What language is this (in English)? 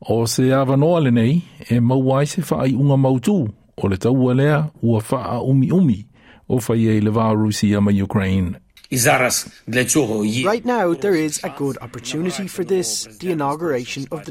Samoan